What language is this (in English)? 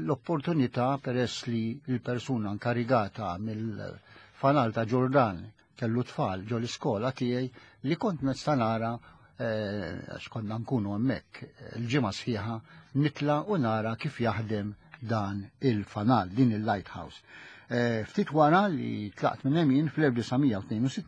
Maltese